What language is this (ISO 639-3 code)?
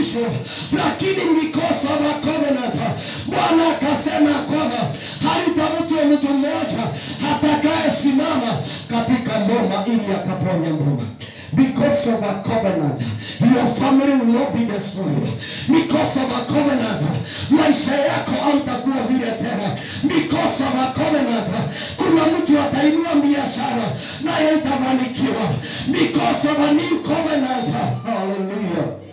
swa